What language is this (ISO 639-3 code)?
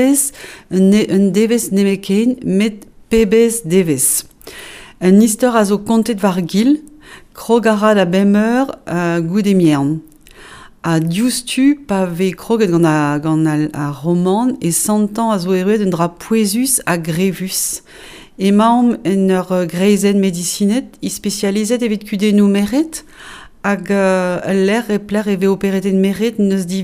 bre